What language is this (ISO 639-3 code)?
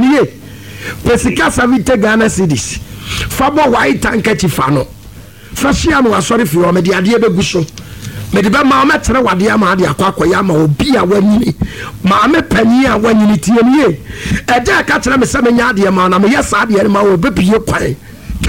aka